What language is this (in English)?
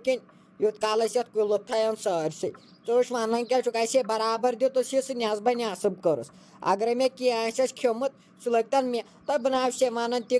Kashmiri